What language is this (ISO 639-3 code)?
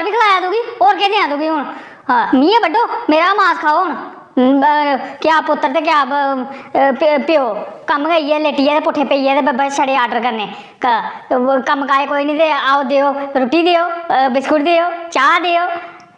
doi